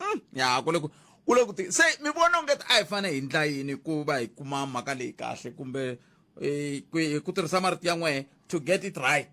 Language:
Tsonga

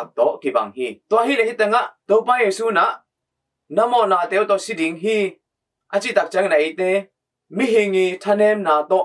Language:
Tedim Chin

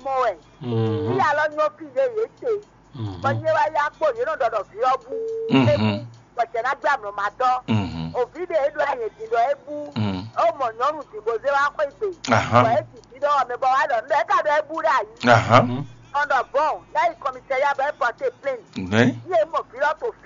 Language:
Fon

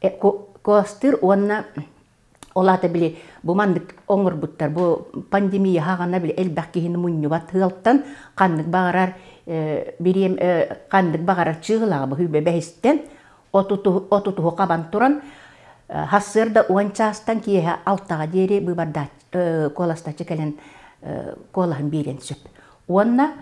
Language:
Yakut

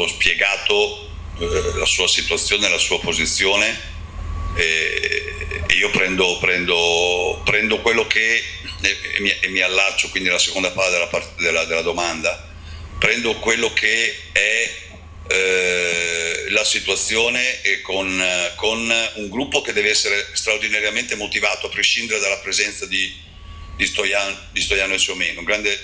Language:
Italian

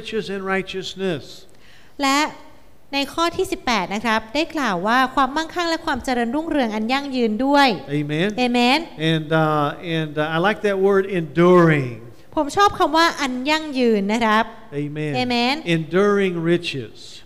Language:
Thai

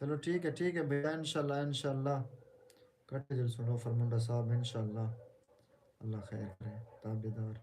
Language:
Saraiki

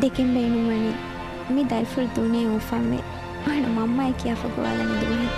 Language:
Divehi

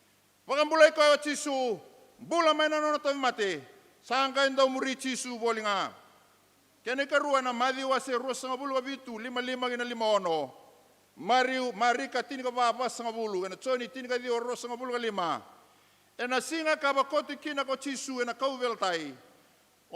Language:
Fijian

